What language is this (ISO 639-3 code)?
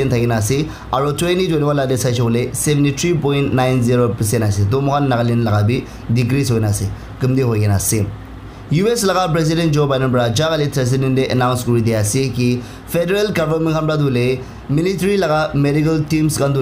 nag